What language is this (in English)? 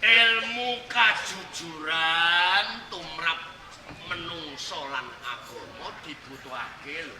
Javanese